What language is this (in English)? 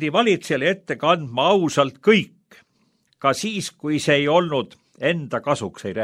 Estonian